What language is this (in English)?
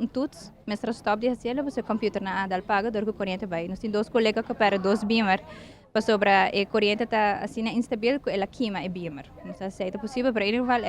Papiamento